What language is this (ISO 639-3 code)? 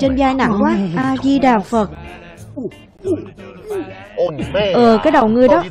vie